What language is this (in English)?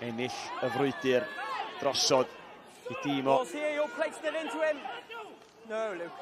Welsh